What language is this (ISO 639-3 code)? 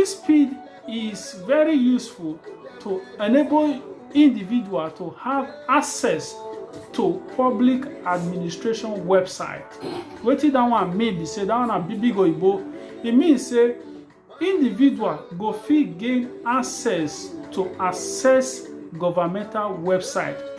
pcm